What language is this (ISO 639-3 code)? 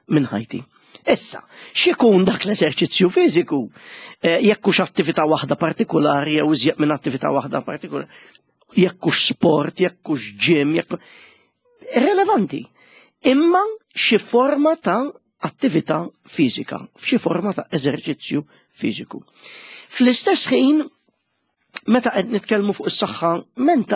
mlt